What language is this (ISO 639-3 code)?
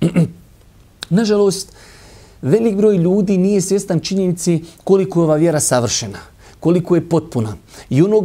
bos